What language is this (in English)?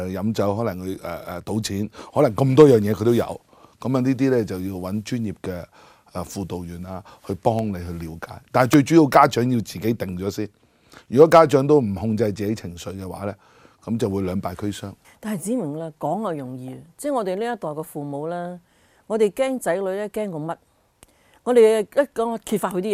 Cantonese